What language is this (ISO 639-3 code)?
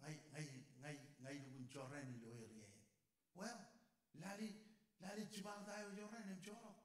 mah